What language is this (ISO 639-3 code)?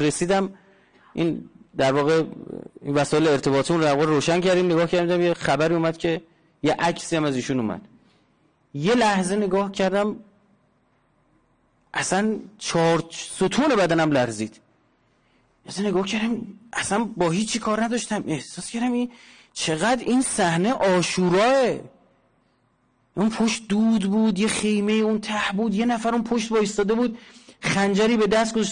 fas